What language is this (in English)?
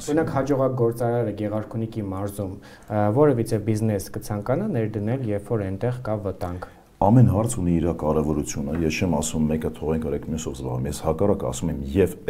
Armenian